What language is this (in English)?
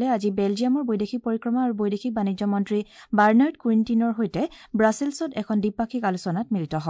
Assamese